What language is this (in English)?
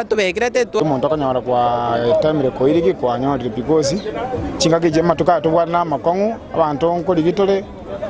Gusii